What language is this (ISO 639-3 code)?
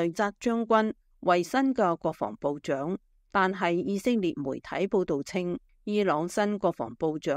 yue